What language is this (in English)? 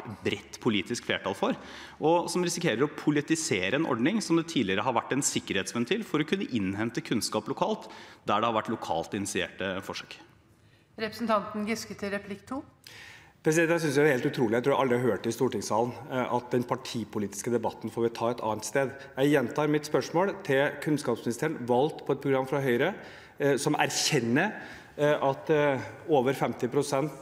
Norwegian